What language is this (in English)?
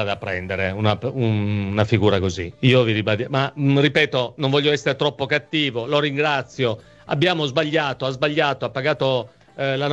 Italian